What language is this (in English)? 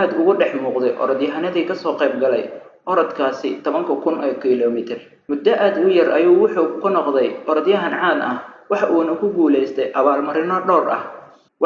Somali